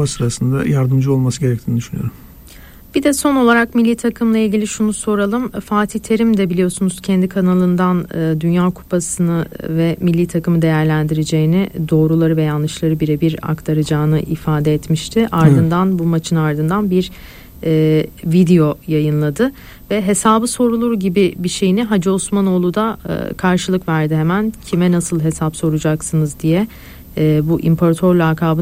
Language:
Turkish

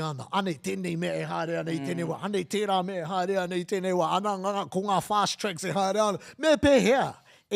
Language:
Māori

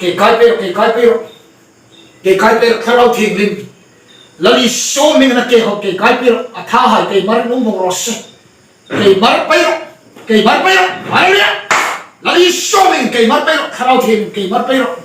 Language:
Hmar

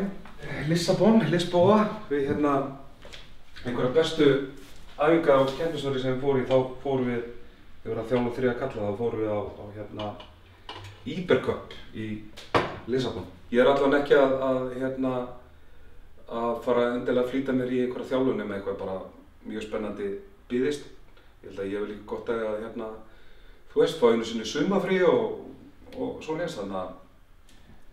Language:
Icelandic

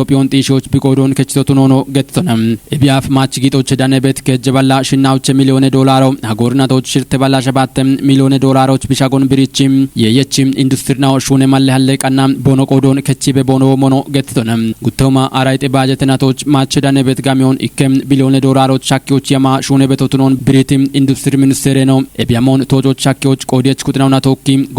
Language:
Kafa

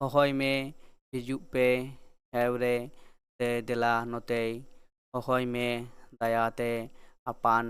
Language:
Santali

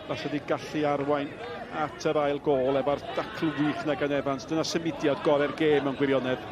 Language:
Welsh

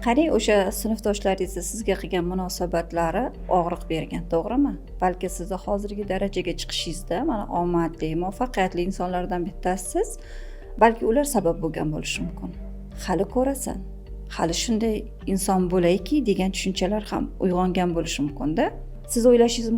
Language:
Uzbek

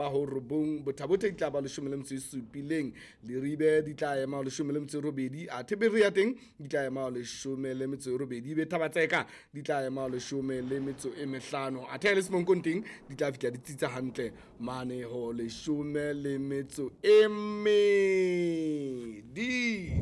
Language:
Southern Sotho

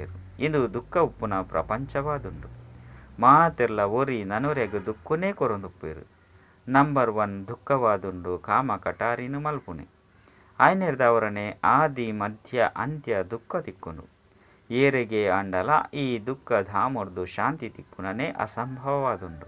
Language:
Tulu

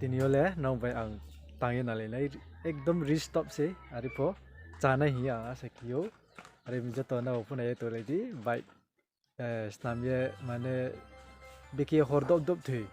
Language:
Riang (India)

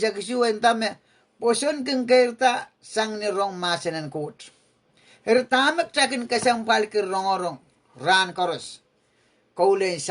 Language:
Pohnpeian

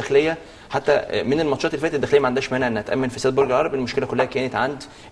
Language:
Egyptian Arabic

